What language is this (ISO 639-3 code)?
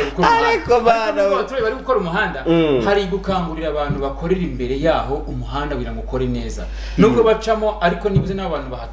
kin